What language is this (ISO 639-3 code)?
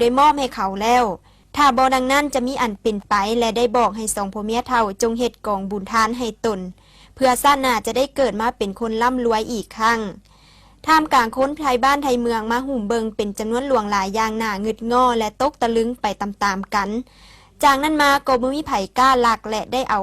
lao